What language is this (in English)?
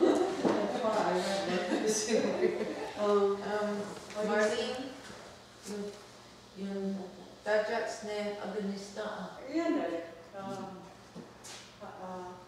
Mohawk